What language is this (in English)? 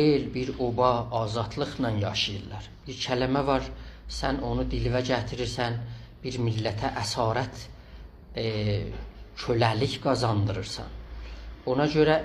South Azerbaijani